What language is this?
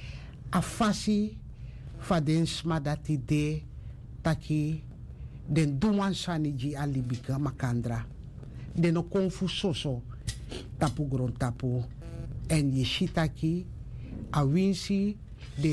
Sranan Tongo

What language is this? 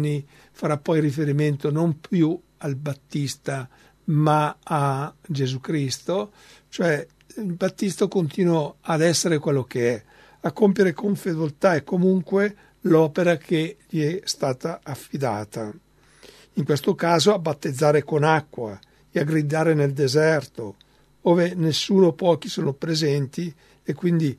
Italian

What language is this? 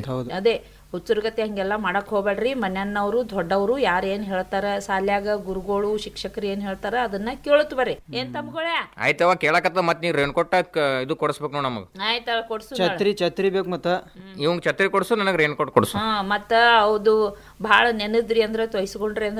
Kannada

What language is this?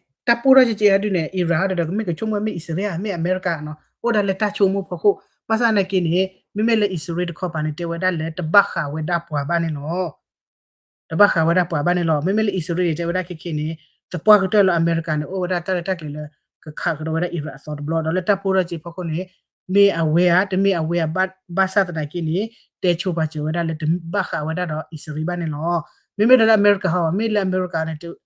S'gaw Karen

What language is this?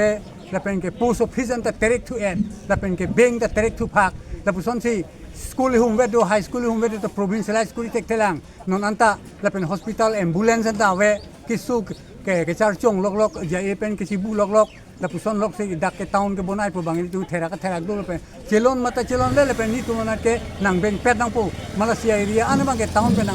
Karbi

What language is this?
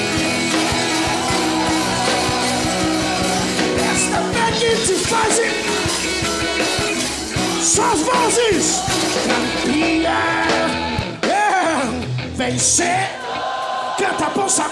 Portuguese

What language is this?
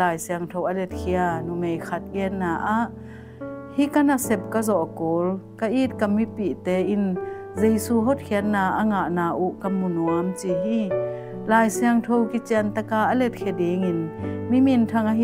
Tedim Chin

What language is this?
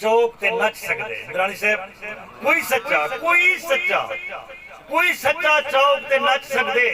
Saraiki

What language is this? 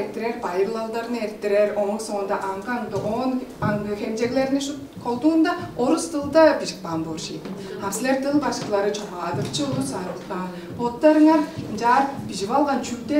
Tuvinian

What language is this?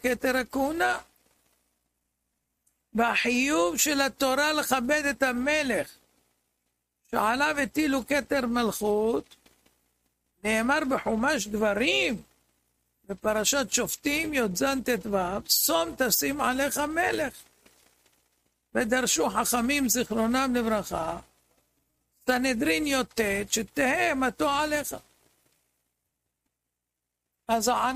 Hebrew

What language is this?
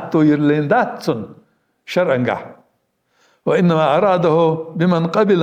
Ingush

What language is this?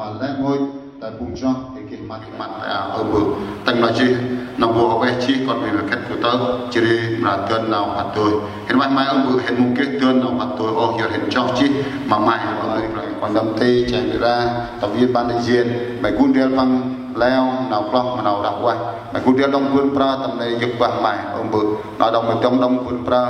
Central Mnong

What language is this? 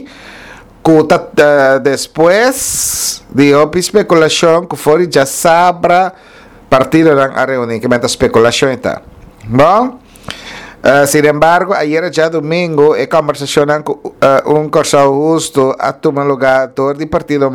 Papiamento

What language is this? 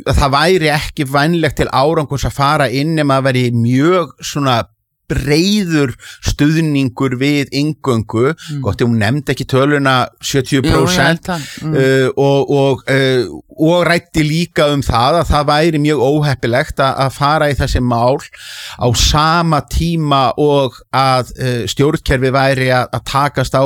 Icelandic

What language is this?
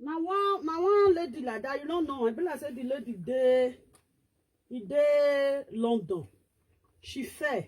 Nigerian Pidgin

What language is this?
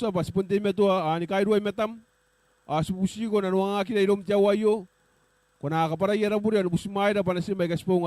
Gilbertese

